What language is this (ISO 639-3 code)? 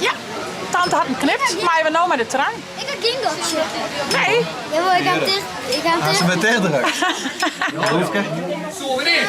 fry